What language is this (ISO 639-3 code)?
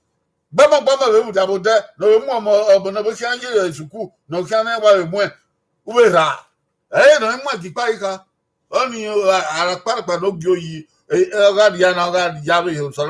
bin